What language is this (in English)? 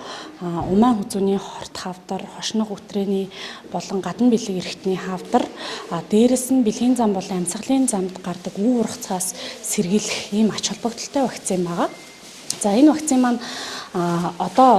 Mongolian